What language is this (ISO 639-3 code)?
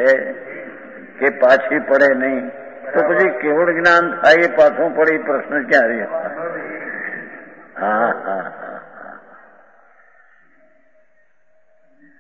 guj